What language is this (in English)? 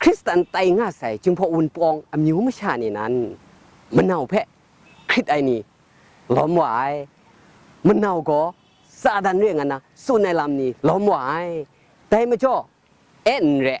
Kachin